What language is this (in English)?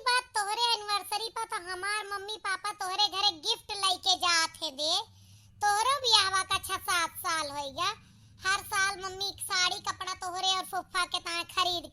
Awadhi